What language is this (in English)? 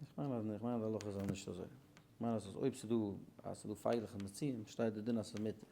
Yiddish